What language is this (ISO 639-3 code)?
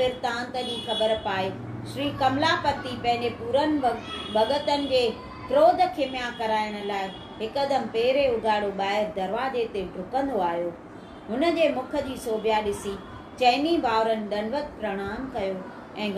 snd